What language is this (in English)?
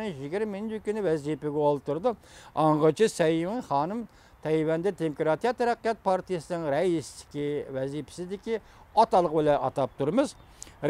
Uyghur